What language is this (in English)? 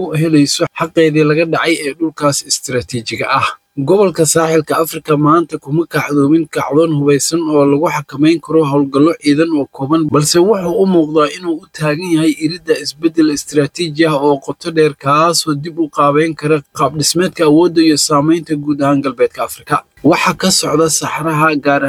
Somali